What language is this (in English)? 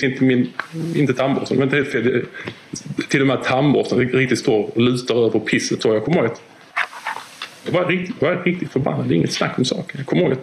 Swedish